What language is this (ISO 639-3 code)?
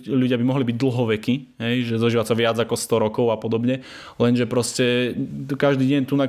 slk